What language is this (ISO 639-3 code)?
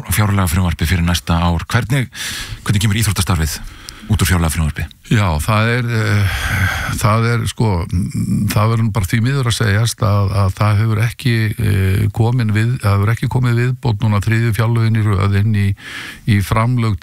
isl